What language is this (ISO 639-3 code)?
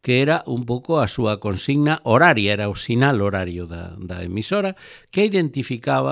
glg